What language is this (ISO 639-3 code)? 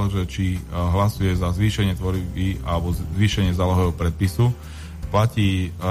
slk